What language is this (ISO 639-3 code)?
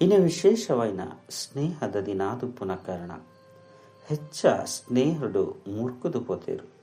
tcy